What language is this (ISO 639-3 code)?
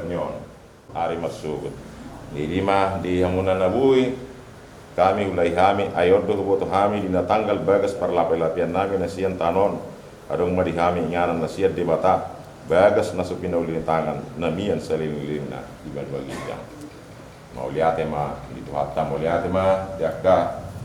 bbc